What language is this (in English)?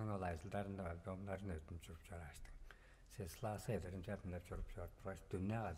Tuvinian